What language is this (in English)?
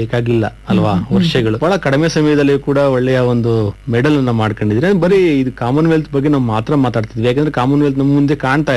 Kannada